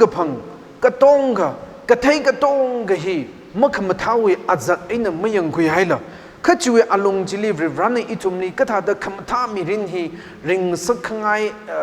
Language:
Tangkhul Naga (India)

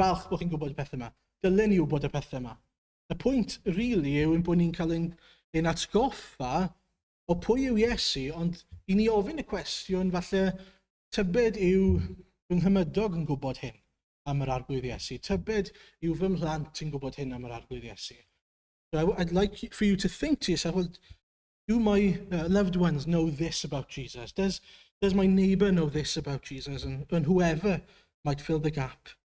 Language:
Welsh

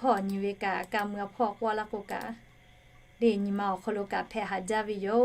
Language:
Lahu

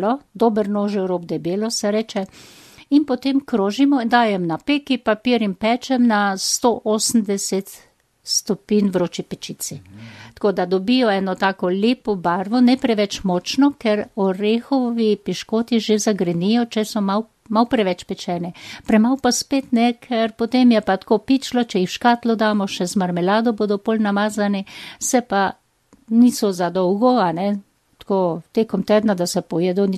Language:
Slovenian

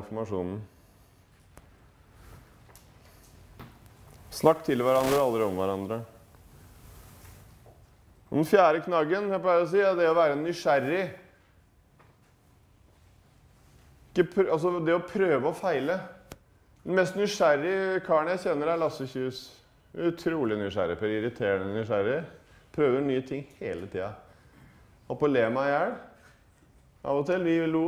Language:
Norwegian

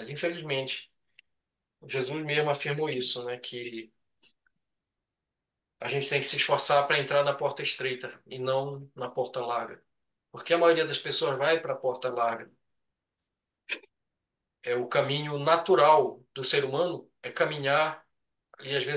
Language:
Portuguese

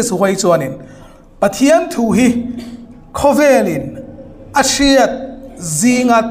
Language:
Hmar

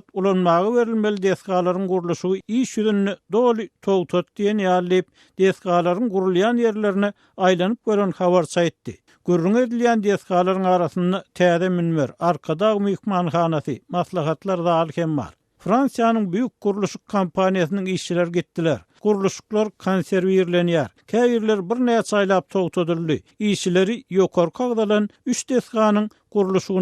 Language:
Turkmen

